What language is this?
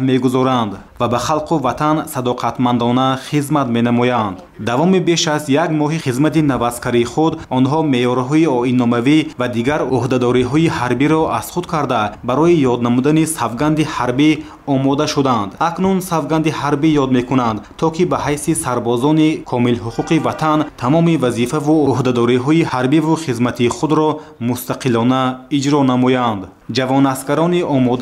Tajik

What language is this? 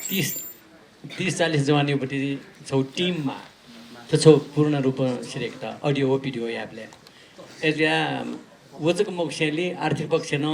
Newari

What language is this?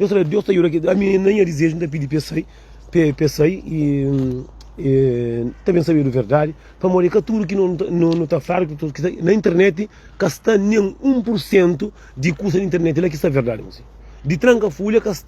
Kabuverdianu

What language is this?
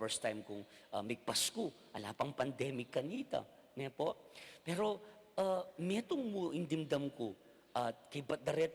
Pampanga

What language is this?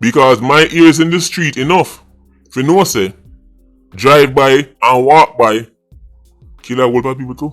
Jamaican Creole English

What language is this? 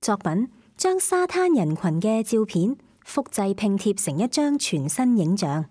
Cantonese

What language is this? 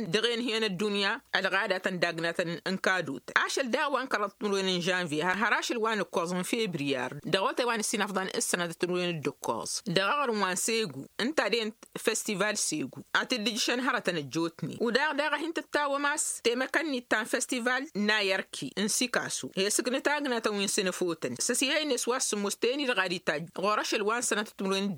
Tamasheq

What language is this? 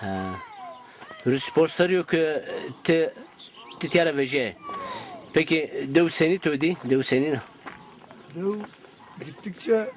Zaza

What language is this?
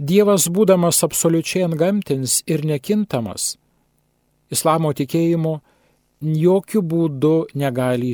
Lithuanian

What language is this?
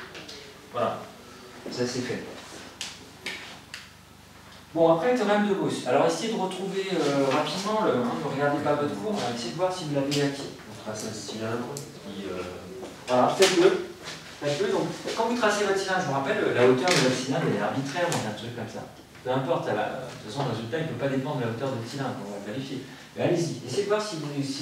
French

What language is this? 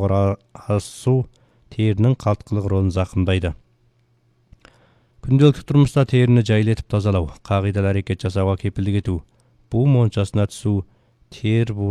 Kazakh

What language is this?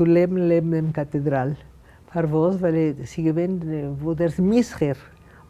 Yiddish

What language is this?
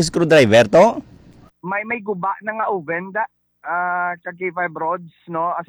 Hiligaynon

